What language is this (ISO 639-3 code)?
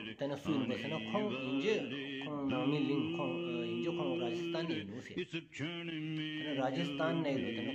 sbu